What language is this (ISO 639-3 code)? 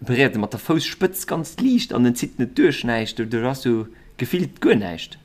ltz